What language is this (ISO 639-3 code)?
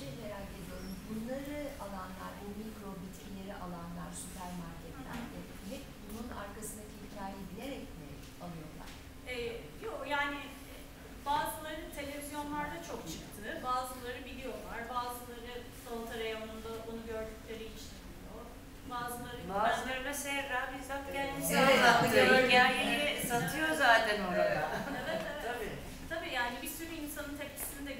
tur